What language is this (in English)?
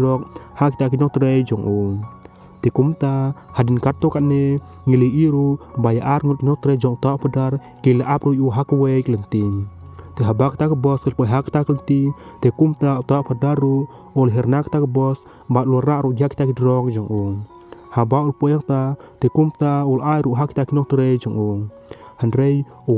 Khasi